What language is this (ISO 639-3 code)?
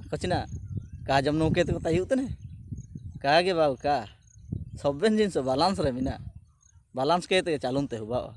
hoc